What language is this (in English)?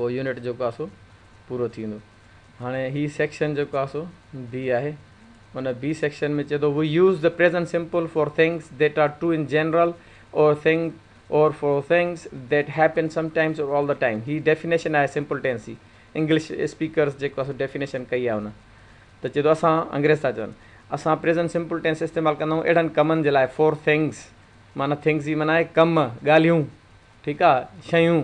Sindhi